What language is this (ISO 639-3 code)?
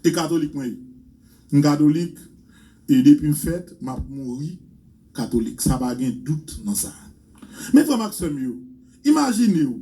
hat